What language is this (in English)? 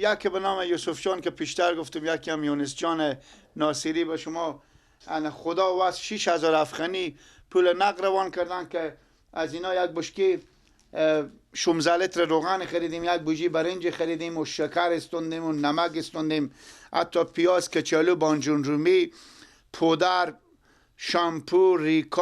Persian